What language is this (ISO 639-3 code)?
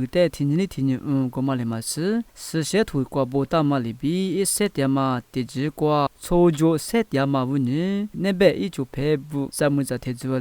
lis